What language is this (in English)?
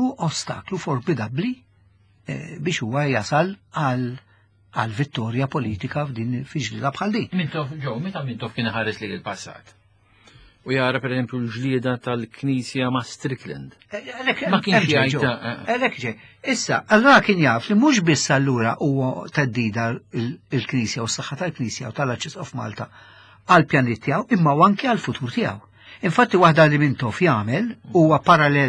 Maltese